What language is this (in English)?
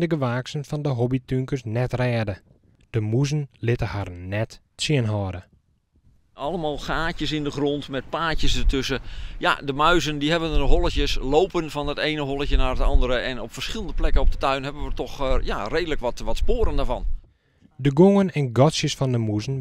Western Frisian